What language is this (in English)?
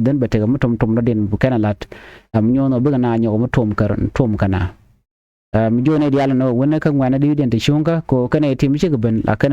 Nuer